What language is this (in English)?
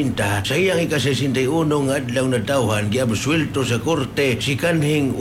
Cebuano